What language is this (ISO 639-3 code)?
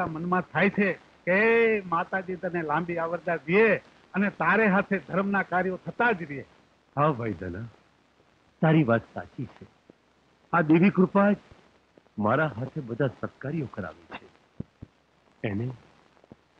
guj